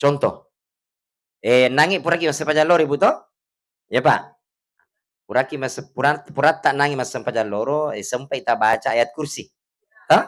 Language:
Buginese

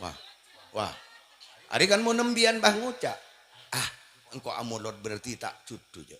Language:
Madurese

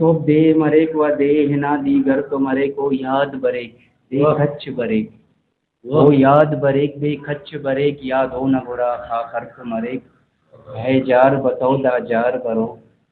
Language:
Brahui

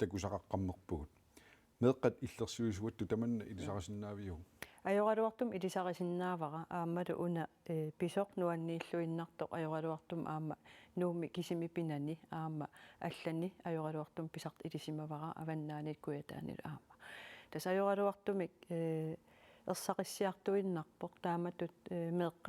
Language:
Kalaallisut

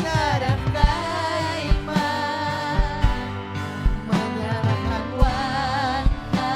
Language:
Ayacucho Quechua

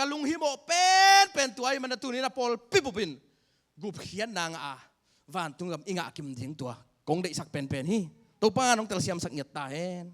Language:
Tedim Chin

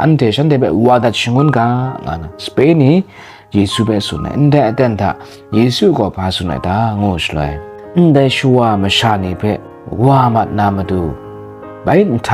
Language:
Kachin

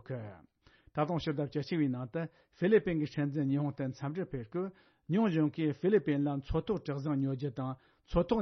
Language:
Tibetan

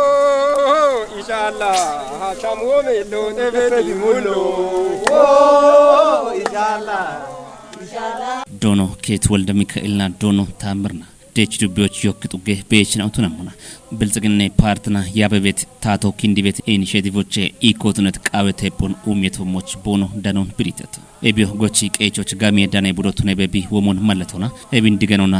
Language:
Kafa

